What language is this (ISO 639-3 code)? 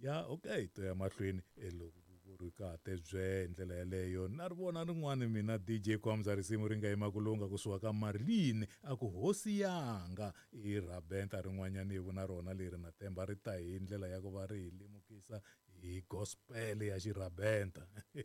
tso